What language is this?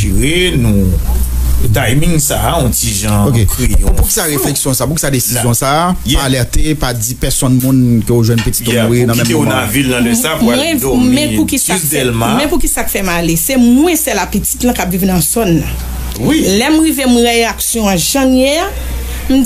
Haitian Creole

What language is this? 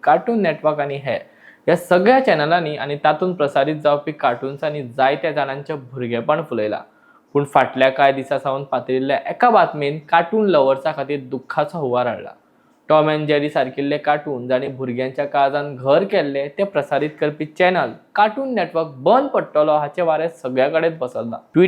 Konkani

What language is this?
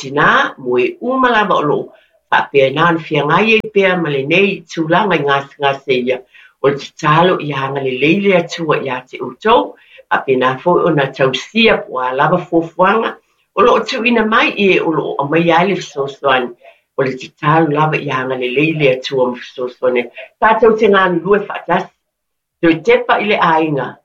Samoan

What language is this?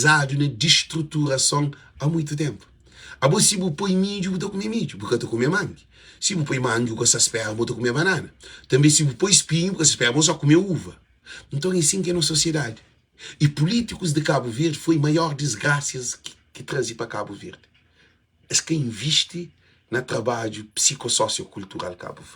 Kabuverdianu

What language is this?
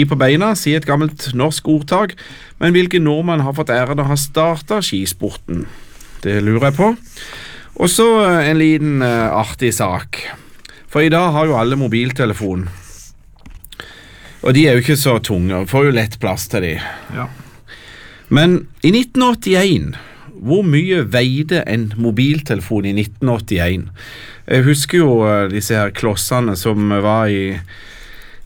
Norwegian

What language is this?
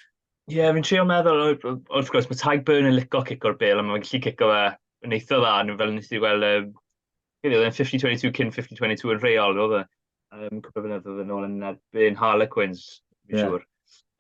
Welsh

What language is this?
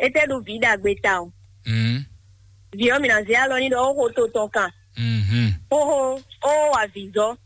Fon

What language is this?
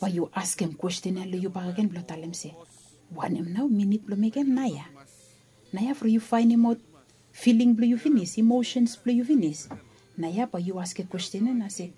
Bislama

